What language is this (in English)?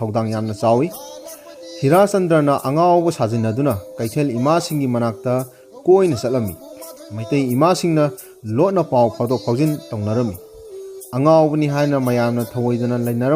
Manipuri